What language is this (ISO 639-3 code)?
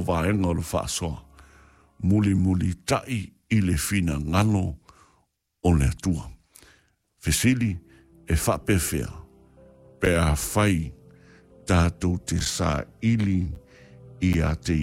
smo